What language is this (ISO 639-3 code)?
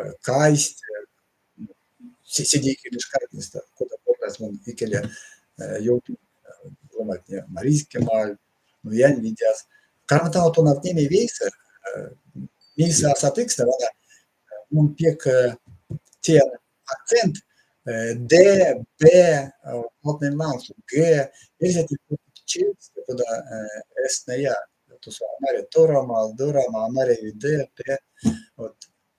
myv